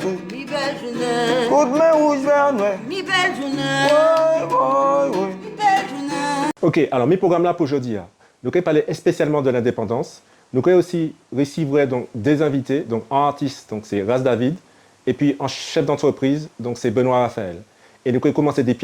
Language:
Guadeloupean Creole French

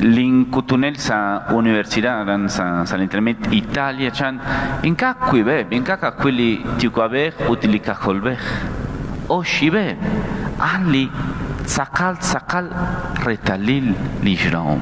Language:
Kekchí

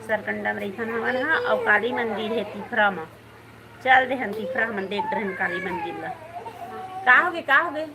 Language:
Chhattisgarhi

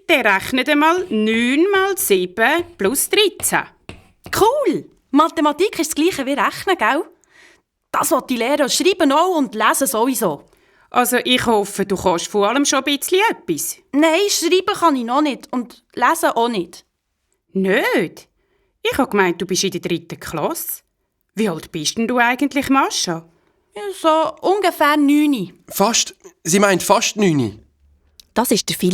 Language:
Swiss German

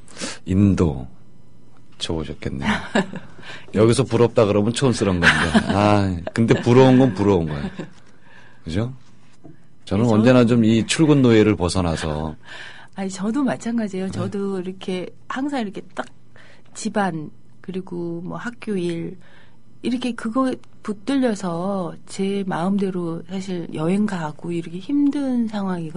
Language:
Korean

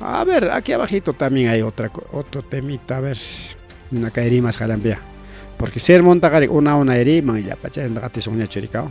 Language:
Ayacucho Quechua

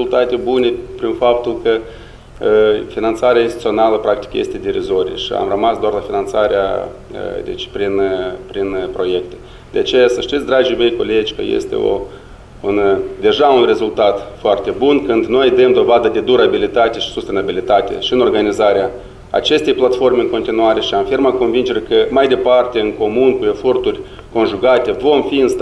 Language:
Romanian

